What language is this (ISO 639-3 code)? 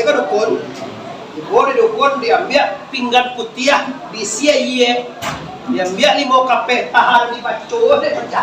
min